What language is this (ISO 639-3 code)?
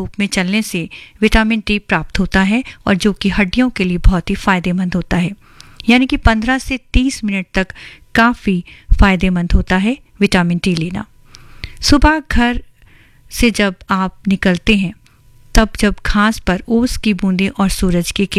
hin